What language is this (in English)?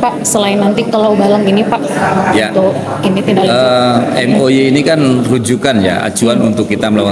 Indonesian